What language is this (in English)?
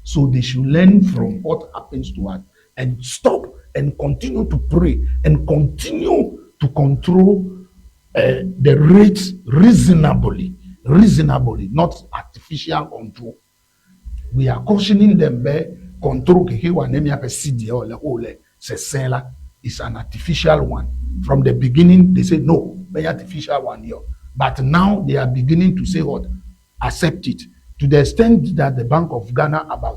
Ewe